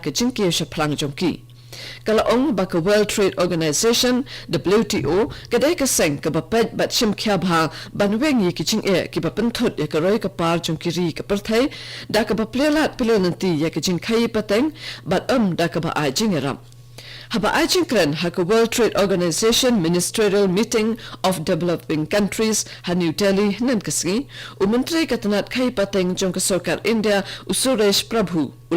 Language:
Khasi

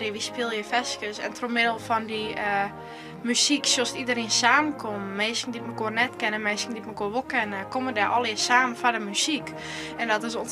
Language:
Western Frisian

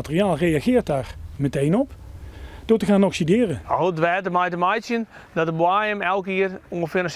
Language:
Western Frisian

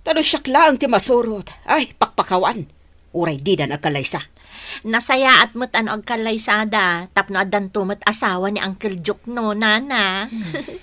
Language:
Iloko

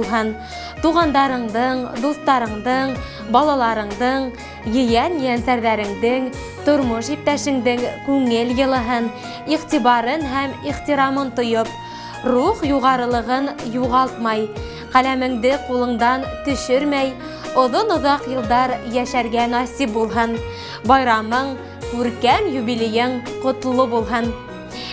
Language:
Bashkir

